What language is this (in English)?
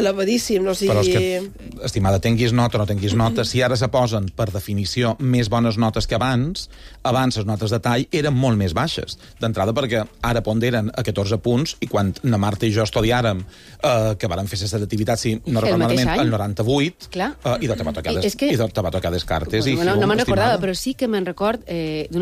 Catalan